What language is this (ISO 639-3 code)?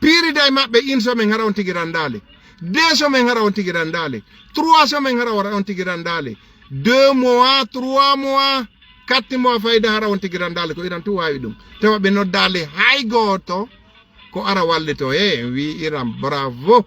ful